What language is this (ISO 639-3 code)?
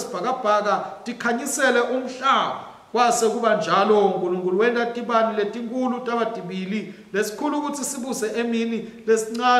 ssw